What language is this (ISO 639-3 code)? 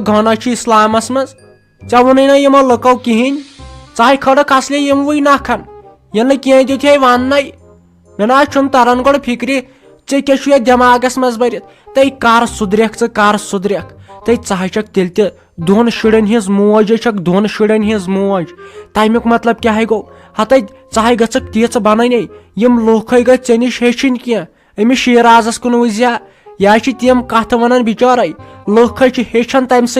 kas